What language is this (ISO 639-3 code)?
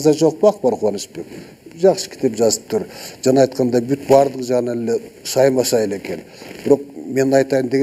kir